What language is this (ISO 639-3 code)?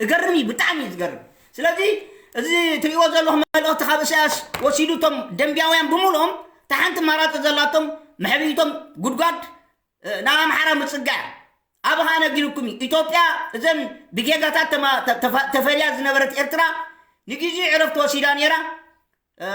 tir